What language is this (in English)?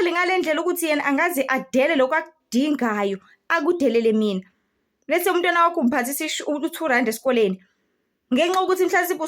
Zulu